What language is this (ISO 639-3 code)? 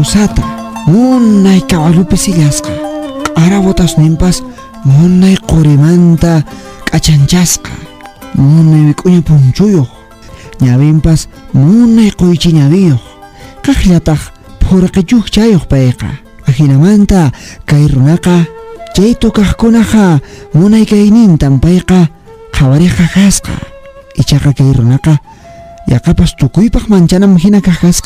que